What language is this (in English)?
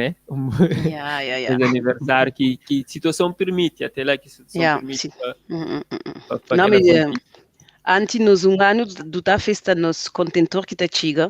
Kabuverdianu